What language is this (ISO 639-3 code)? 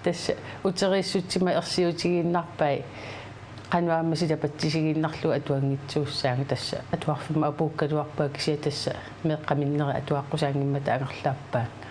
kal